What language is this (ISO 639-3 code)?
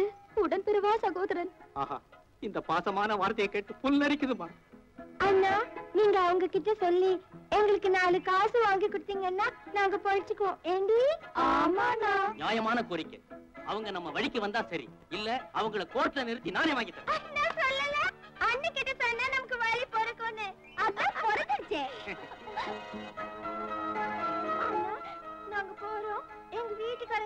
tam